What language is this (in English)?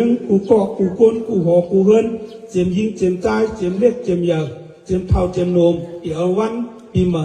Shan